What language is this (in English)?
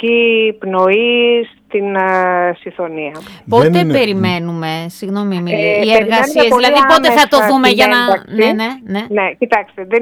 Greek